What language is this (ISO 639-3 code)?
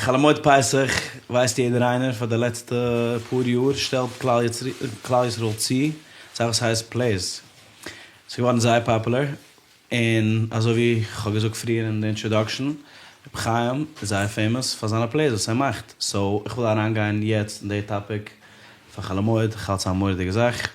yid